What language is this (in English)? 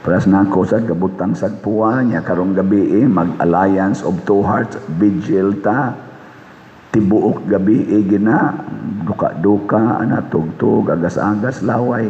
Cebuano